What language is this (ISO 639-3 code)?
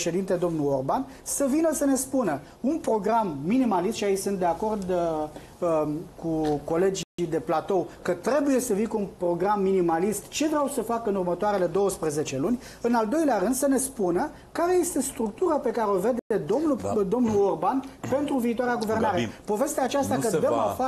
ron